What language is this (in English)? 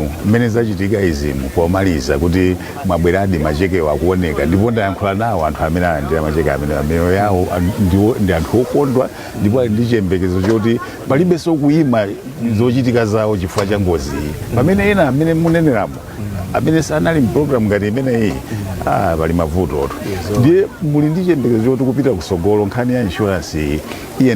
Nyanja